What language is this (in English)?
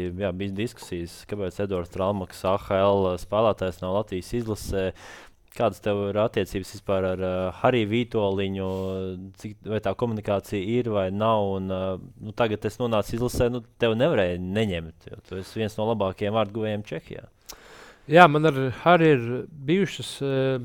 Latvian